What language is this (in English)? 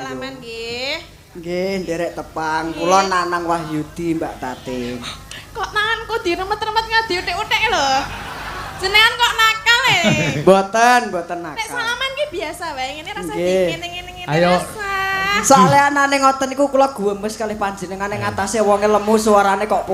Javanese